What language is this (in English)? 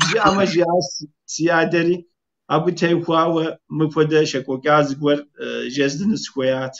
Kabardian